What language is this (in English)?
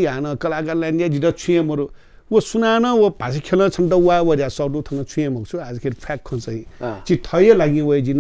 Newari